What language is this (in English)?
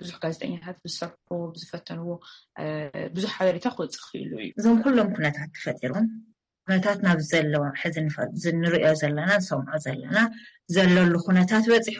Tigrinya